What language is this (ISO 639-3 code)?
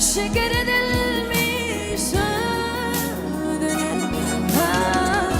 tuk